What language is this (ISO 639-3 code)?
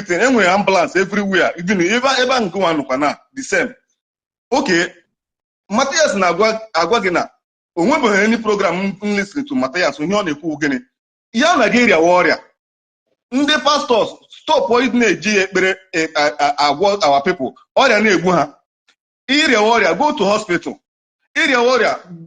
ibo